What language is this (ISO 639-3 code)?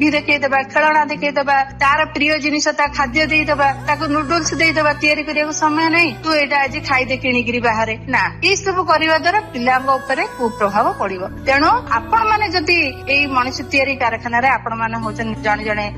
ori